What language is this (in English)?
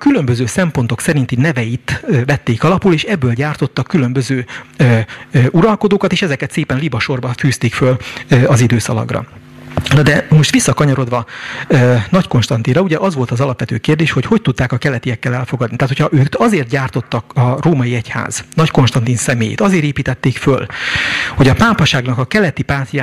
Hungarian